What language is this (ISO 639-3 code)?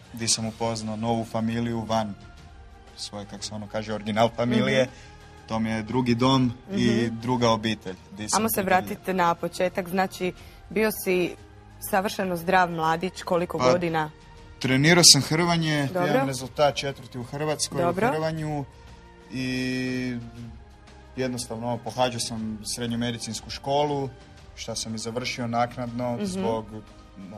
hrv